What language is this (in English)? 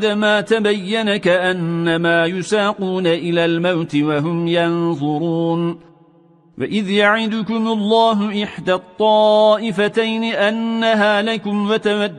Arabic